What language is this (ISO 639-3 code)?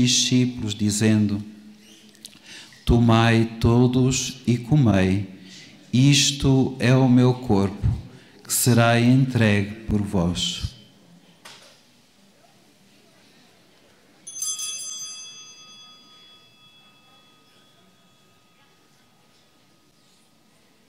por